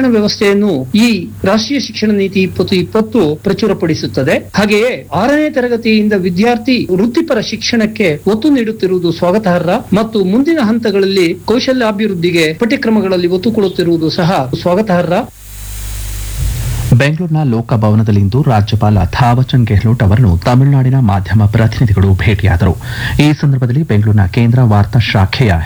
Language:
Kannada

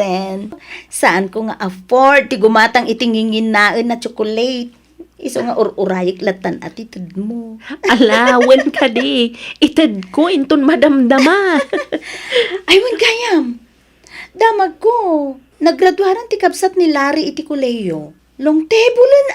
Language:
Iloko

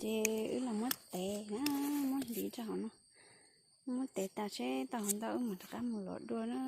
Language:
Hmong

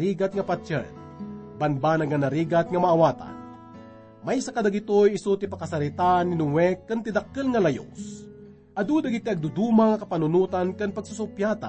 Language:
Iloko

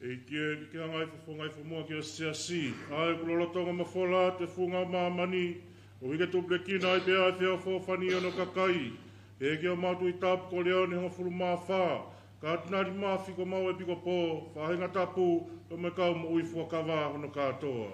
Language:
Tongan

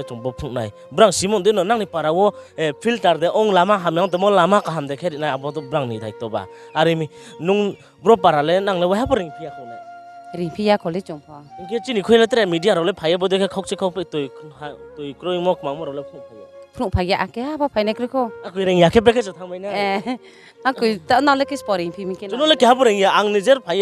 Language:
Riang (India)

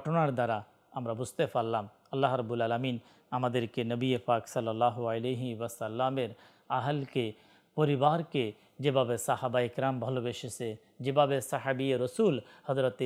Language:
Bangla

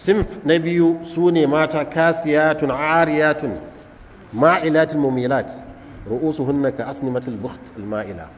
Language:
Hausa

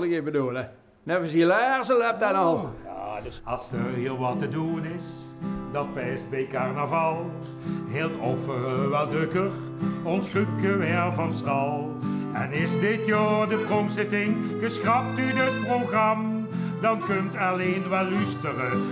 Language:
Limburgish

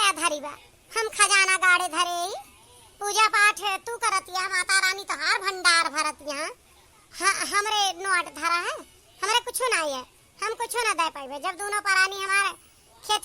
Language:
Awadhi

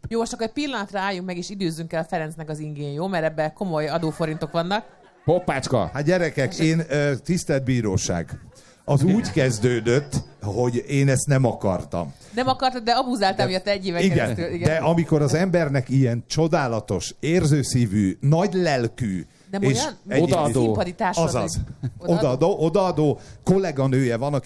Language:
Hungarian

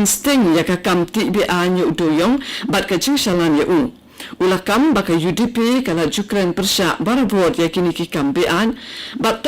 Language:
Khasi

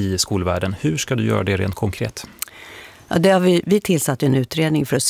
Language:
Swedish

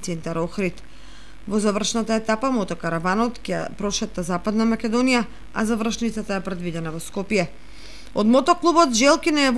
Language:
Macedonian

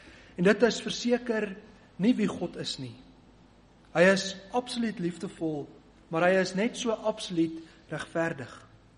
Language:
Afrikaans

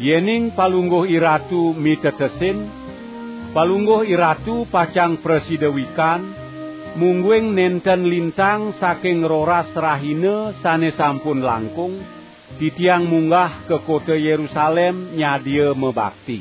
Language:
Balinese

